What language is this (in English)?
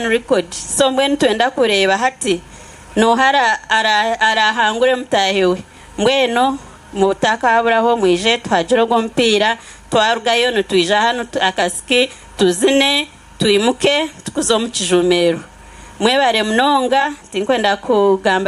Nyankole